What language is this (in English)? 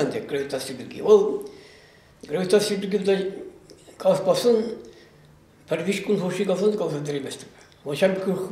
Chuvash